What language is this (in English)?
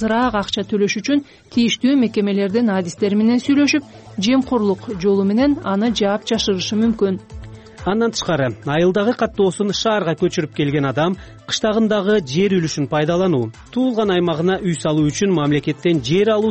Kyrgyz